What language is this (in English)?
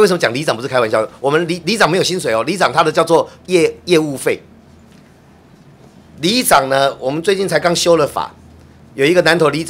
Chinese